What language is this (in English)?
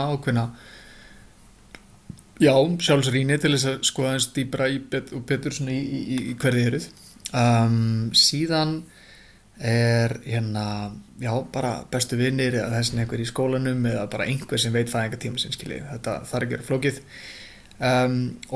Icelandic